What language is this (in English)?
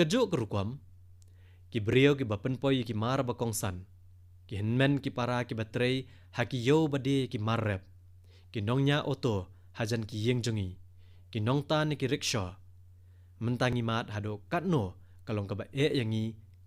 Khasi